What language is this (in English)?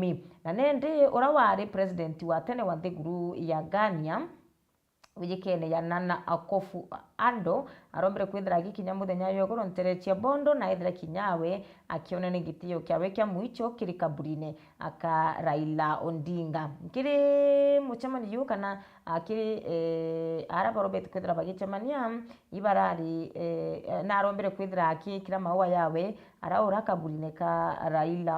Meru